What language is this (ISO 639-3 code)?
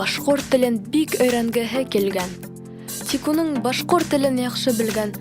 bak